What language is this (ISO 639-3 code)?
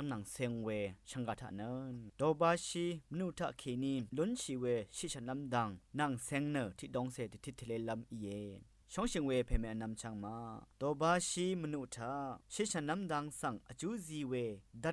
raw